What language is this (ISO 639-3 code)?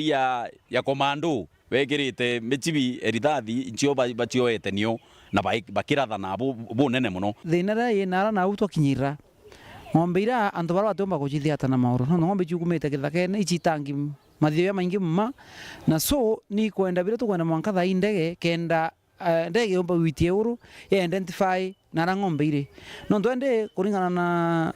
mer